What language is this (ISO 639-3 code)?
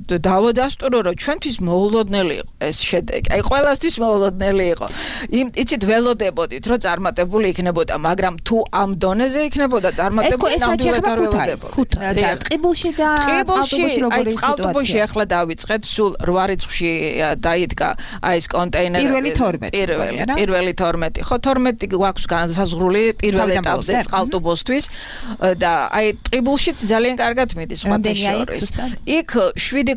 kat